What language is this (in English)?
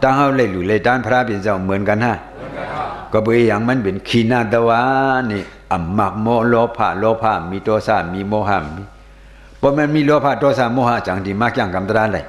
Shan